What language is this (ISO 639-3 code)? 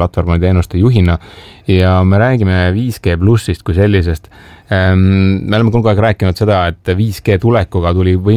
est